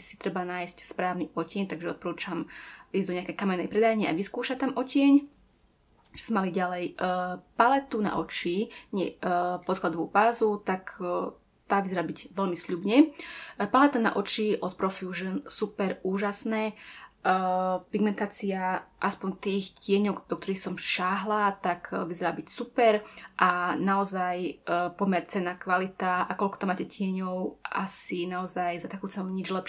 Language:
Slovak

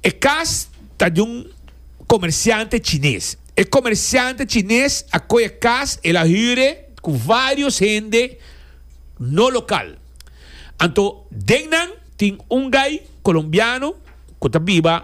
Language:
Papiamento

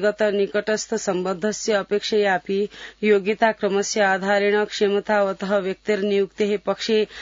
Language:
Sanskrit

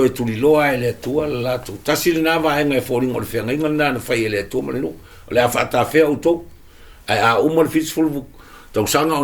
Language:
Samoan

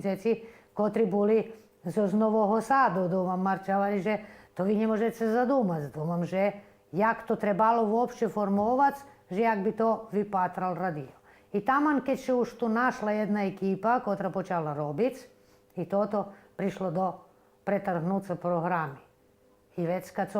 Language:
Rusyn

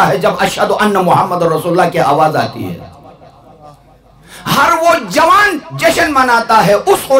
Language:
Urdu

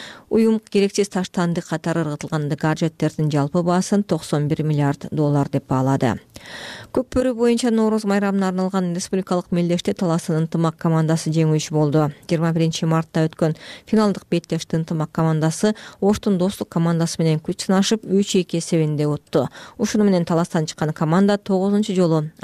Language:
Kyrgyz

